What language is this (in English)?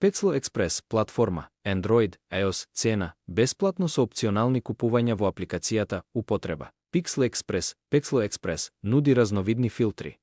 Macedonian